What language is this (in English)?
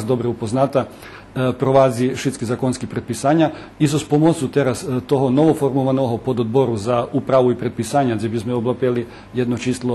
Rusyn